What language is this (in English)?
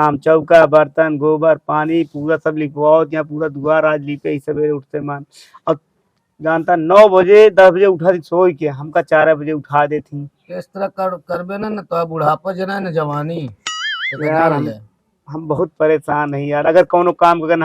Awadhi